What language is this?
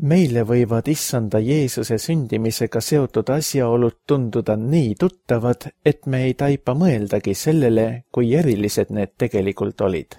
Estonian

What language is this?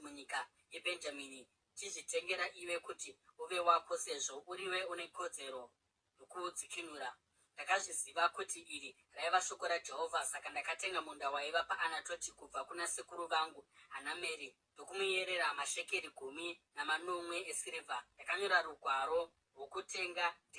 Shona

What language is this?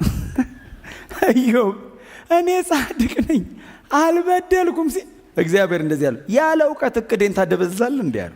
Amharic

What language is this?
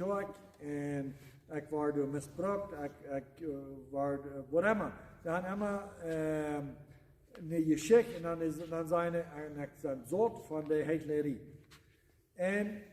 Plautdietsch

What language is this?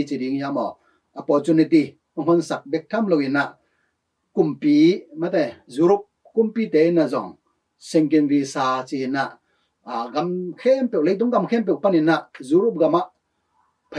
Tedim Chin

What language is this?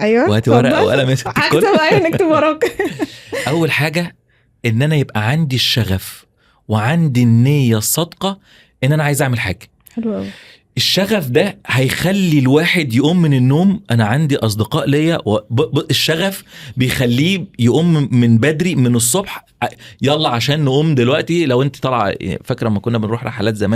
Egyptian Arabic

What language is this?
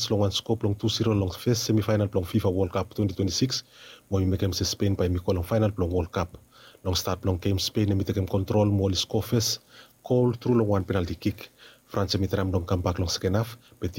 Bislama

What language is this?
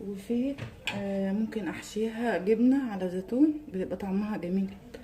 Egyptian Arabic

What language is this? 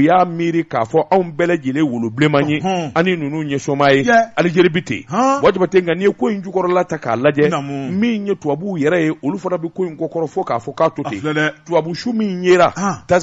Bambara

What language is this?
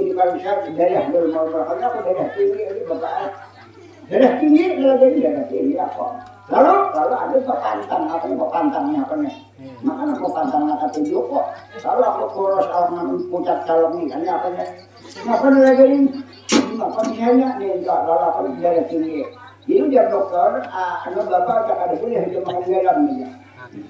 Banjar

